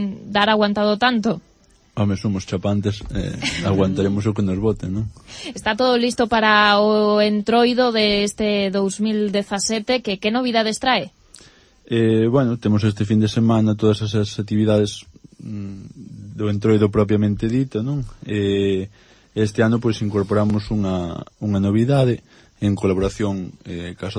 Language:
Galician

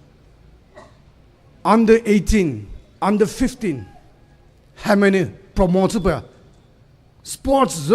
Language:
Poumei Naga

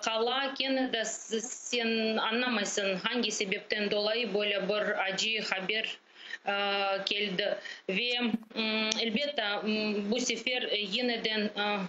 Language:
Crimean Tatar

